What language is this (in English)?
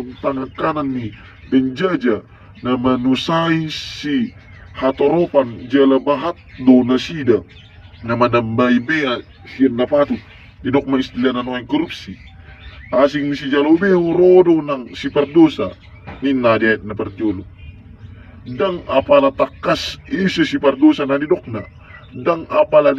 Batak Toba